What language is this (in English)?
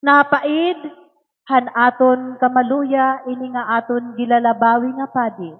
Waray